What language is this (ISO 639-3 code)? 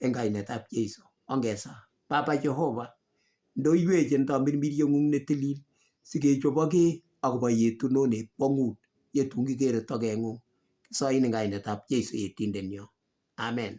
kln